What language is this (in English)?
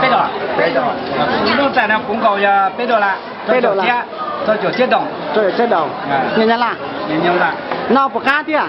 Hmong